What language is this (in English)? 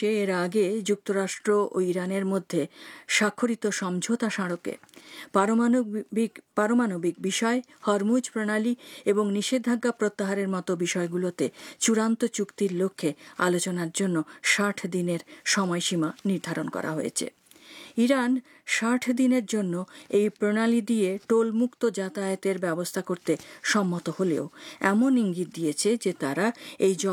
Bangla